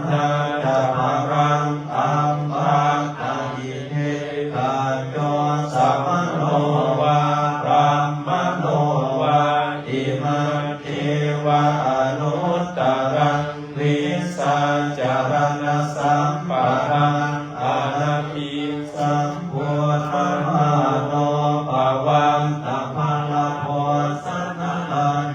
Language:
Pali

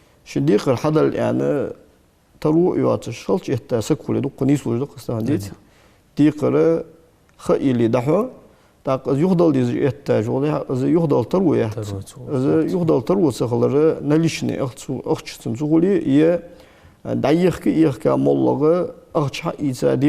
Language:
Ingush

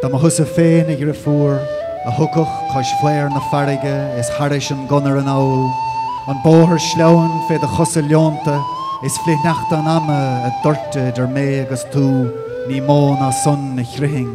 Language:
Irish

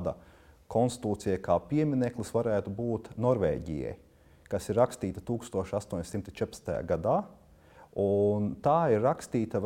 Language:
Latvian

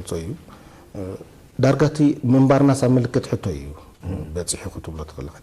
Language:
Tigrinya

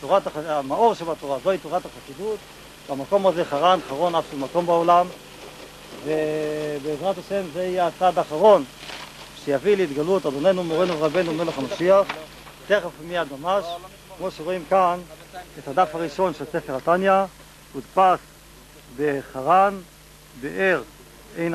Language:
Hebrew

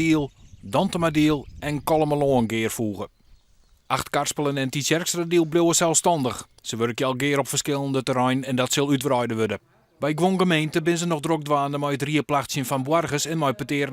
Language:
Western Frisian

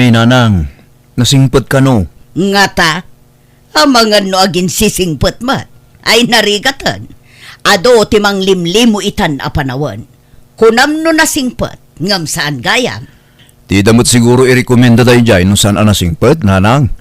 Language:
Iloko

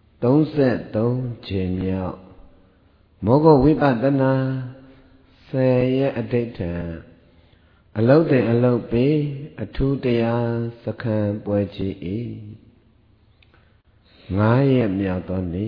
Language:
Burmese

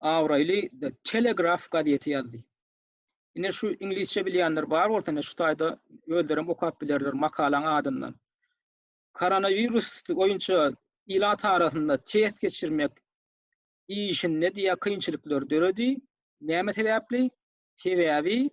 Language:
Turkmen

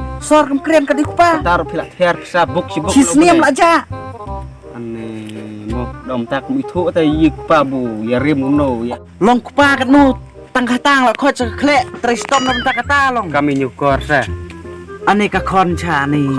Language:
Khasi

